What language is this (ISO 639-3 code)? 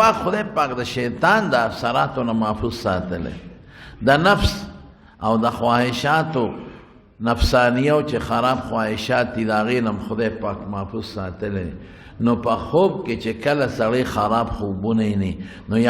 pus